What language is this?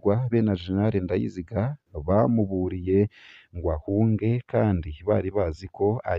Rundi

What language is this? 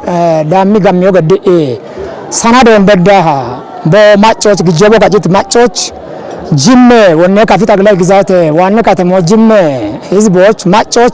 Kafa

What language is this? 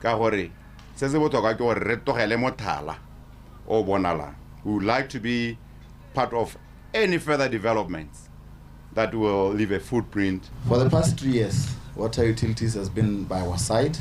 Tswana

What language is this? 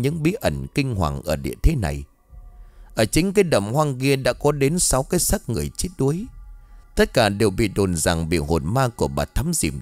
Vietnamese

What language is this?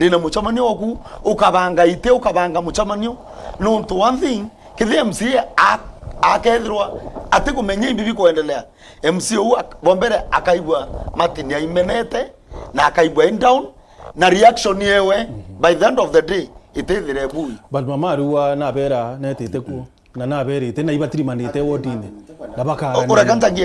Meru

